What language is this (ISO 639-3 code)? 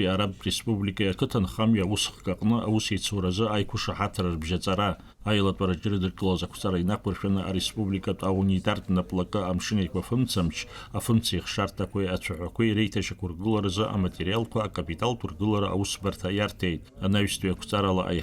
abk